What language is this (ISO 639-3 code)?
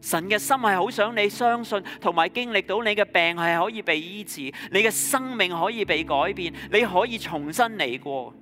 yue